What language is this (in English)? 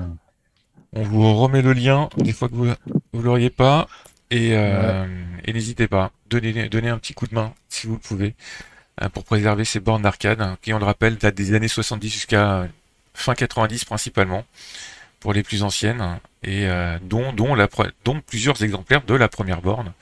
French